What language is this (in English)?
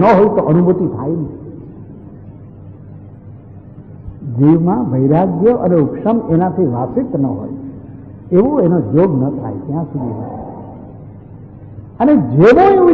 Gujarati